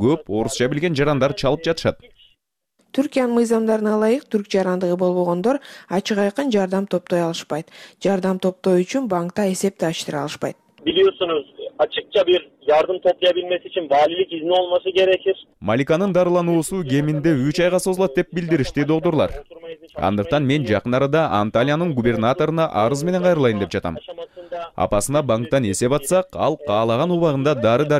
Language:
Kyrgyz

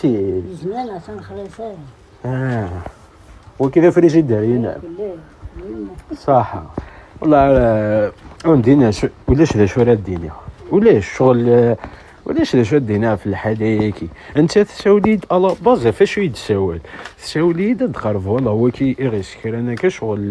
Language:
Kabyle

